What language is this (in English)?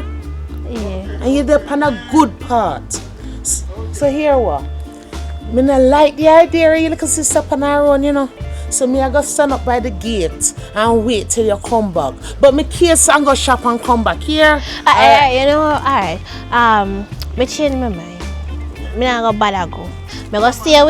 Jamaican Creole English